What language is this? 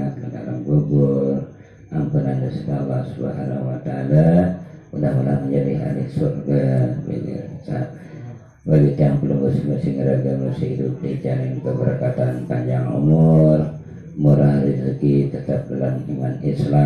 Sasak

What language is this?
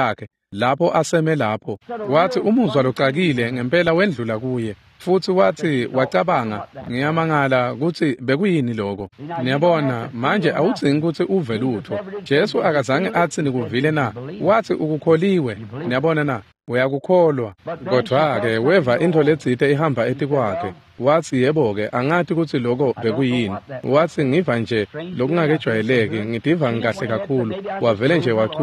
Swati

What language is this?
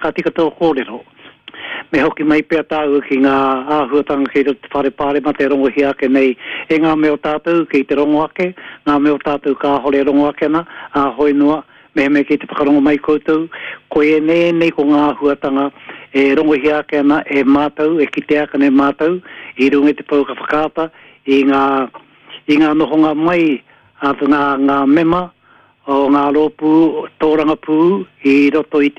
Māori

